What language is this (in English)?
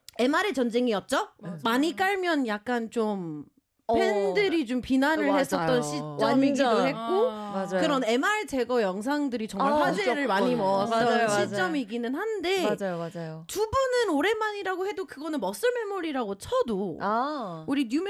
Korean